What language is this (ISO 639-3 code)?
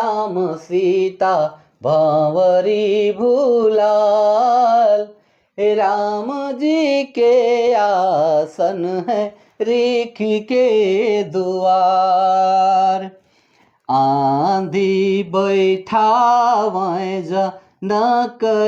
sck